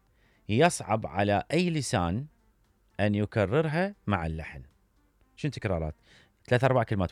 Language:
Mesopotamian Arabic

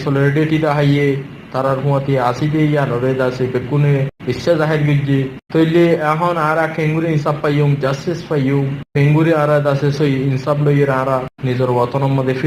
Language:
Rohingya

